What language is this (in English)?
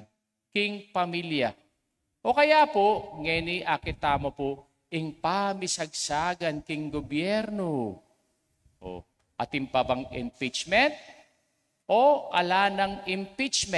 Pampanga